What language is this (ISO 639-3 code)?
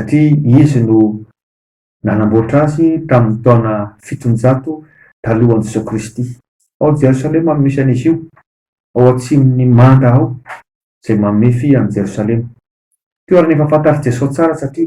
mlg